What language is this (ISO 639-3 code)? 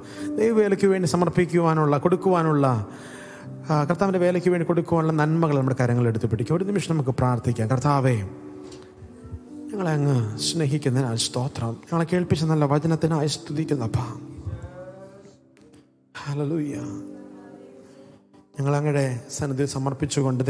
mal